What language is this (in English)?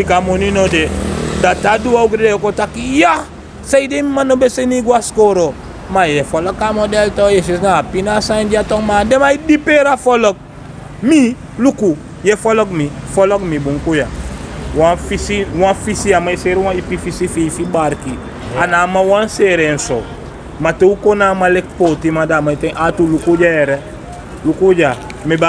Sranan Tongo